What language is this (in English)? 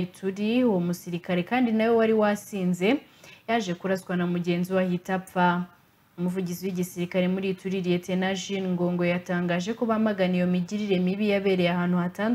Kinyarwanda